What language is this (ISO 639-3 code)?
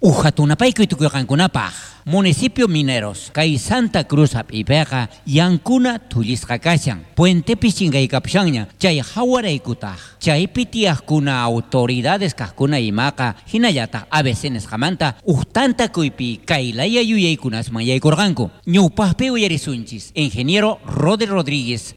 quh